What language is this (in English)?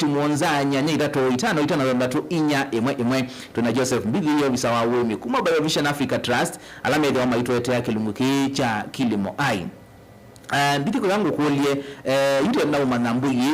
Kamba